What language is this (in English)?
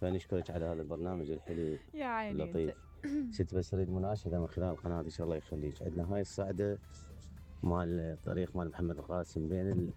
Mesopotamian Arabic